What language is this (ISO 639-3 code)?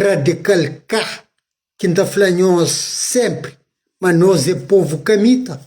kea